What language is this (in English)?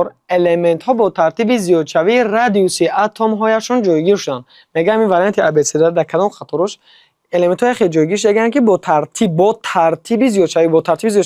Tajik